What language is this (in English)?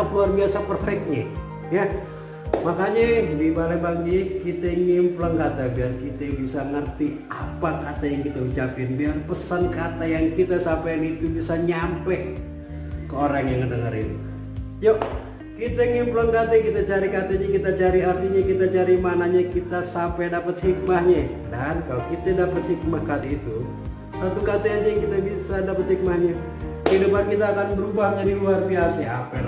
Betawi